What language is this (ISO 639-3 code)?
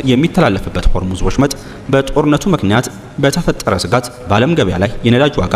amh